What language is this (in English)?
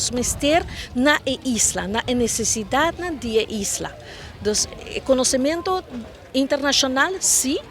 Papiamento